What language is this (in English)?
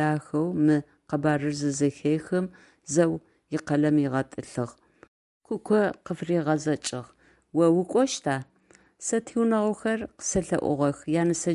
Adyghe